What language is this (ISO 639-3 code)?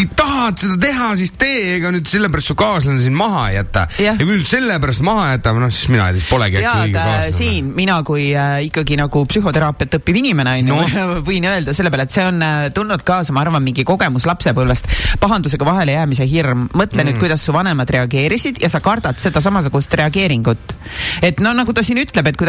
est